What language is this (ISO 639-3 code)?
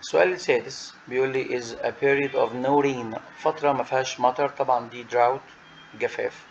arz